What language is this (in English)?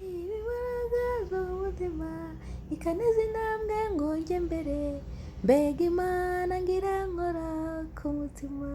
Kinyarwanda